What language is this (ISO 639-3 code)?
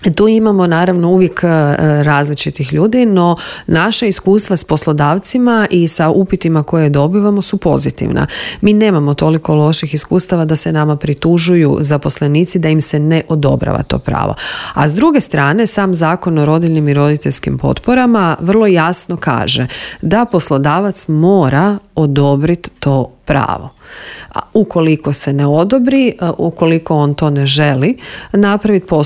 hrv